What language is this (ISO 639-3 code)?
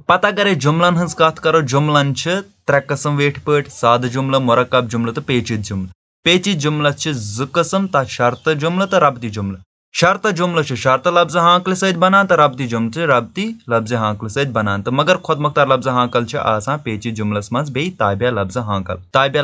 kas